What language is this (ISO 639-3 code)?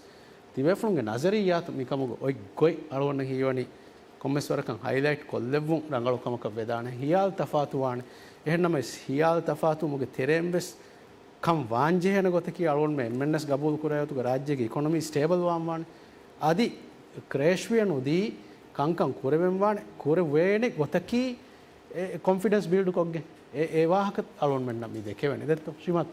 div